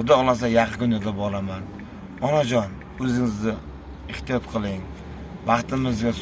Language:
Uzbek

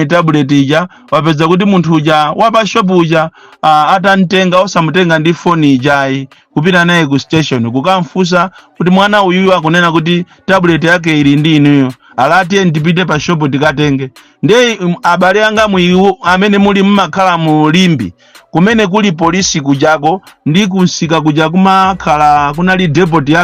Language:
Nyanja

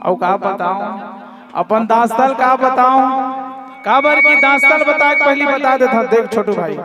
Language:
Chhattisgarhi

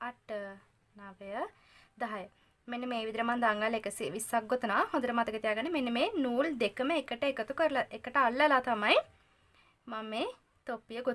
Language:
Sinhala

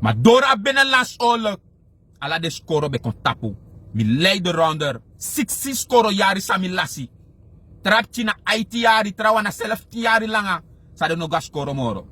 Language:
Sranan Tongo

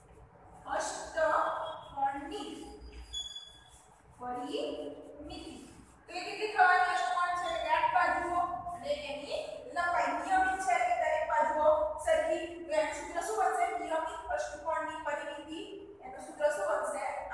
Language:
Gujarati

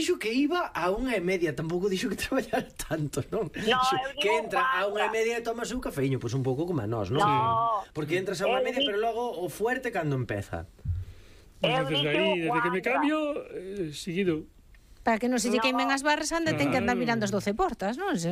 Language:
Galician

